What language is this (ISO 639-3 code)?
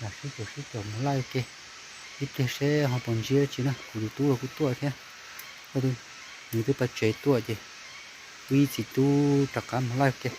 hmn